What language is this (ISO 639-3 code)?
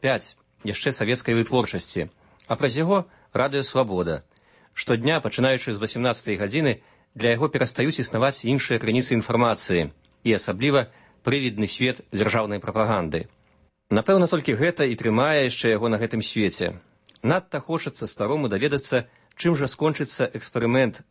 bel